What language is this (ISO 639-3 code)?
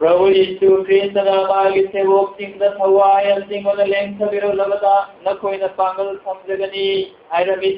mni